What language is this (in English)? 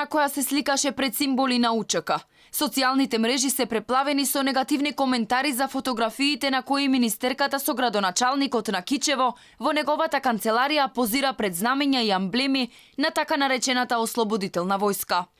Macedonian